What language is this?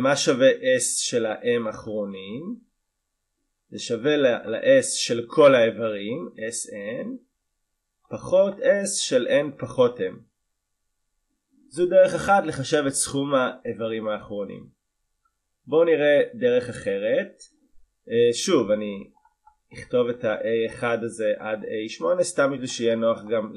Hebrew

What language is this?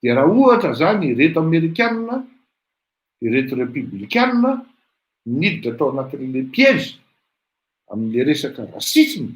Malagasy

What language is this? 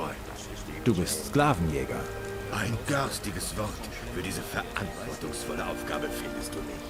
Bavarian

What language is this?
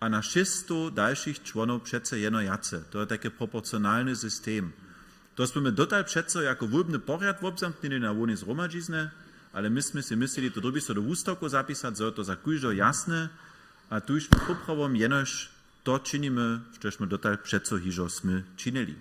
Upper Sorbian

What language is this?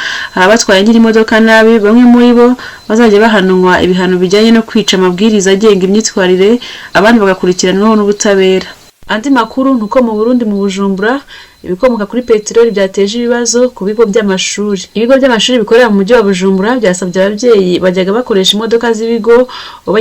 Kinyarwanda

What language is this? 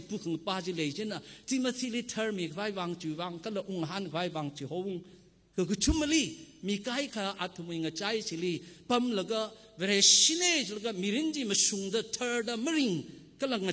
Tangkhul Naga (India)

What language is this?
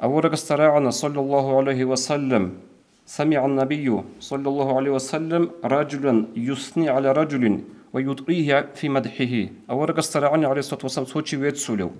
Avaric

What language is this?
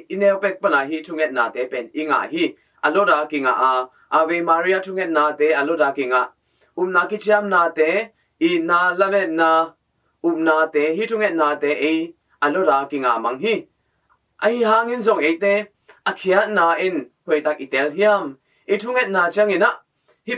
Tedim Chin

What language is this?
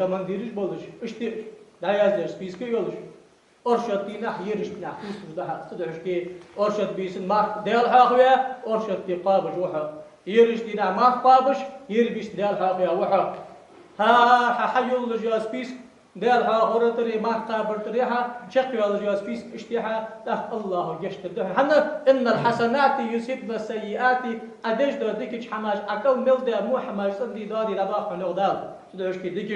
Ingush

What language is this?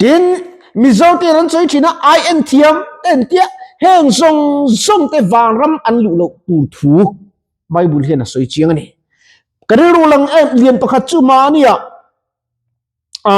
Mizo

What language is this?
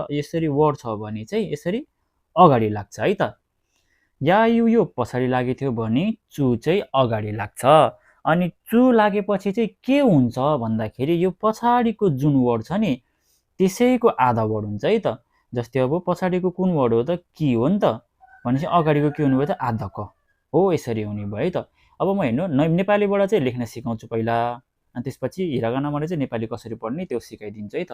Nepali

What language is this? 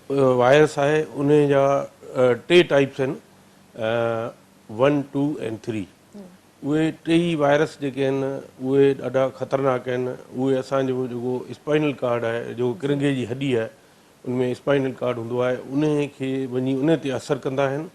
Sindhi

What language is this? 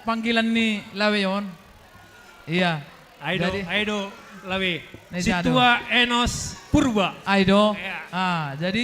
Batak Simalungun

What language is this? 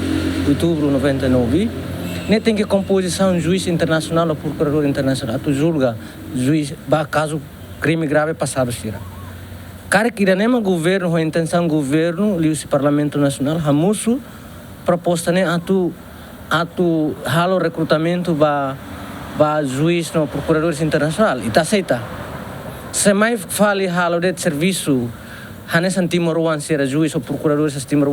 Tetum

